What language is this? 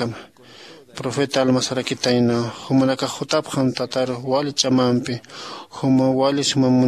Aymara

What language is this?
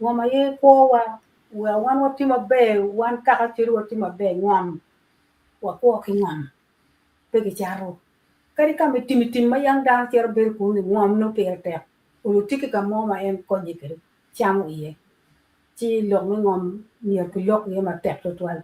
Acoli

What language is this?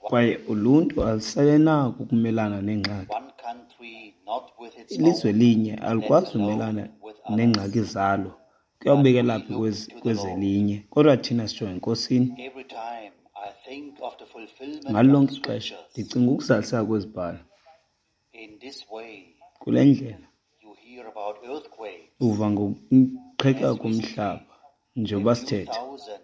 Xhosa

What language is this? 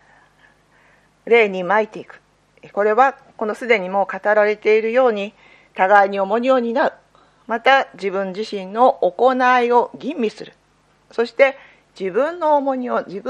Japanese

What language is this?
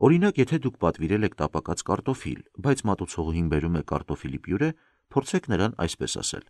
Armenian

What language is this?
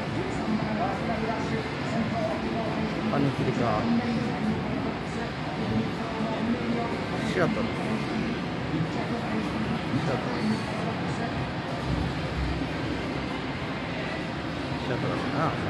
Japanese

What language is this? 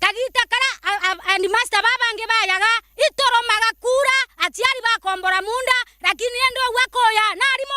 Meru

